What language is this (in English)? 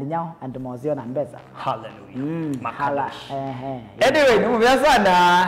Kamba